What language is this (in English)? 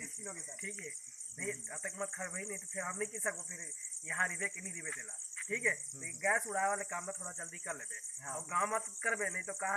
Chhattisgarhi